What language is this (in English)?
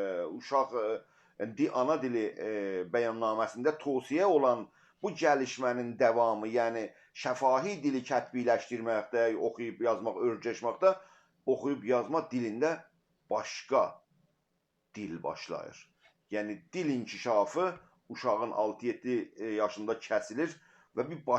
South Azerbaijani